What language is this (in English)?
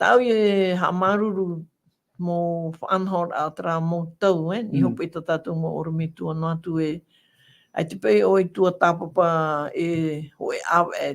Tahitian